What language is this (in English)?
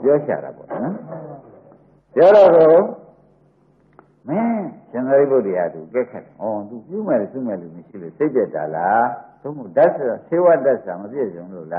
Burmese